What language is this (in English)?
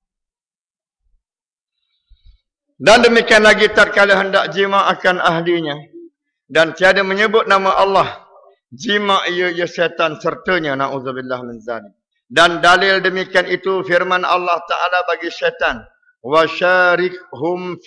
Malay